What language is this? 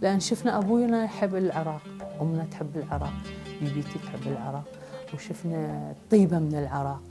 Mesopotamian Arabic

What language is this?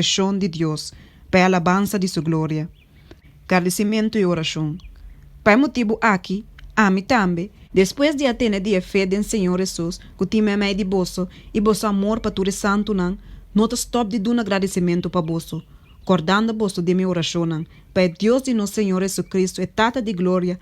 Papiamento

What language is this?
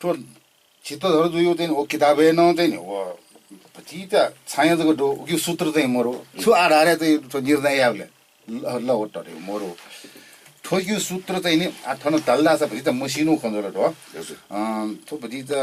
Newari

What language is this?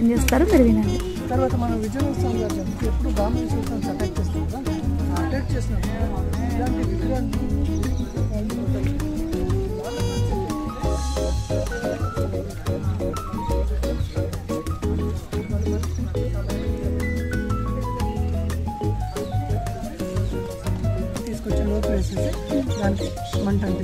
Telugu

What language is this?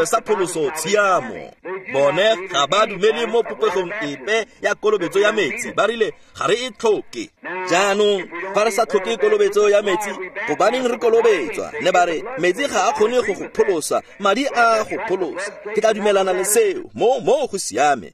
Tswana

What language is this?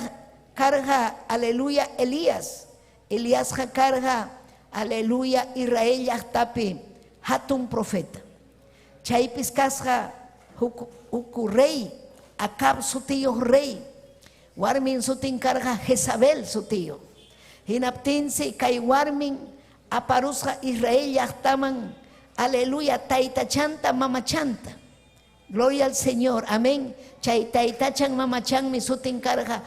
Ayacucho Quechua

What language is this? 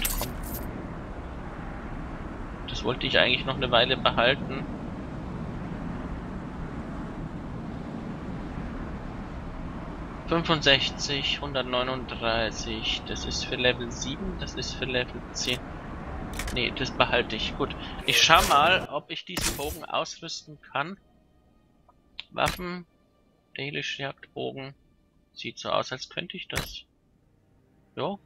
German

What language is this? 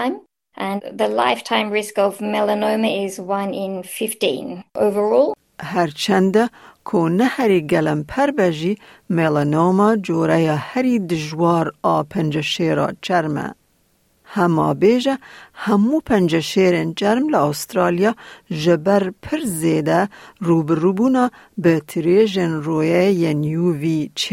Kurdish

